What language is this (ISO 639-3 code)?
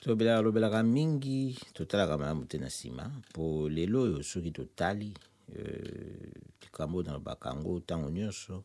lin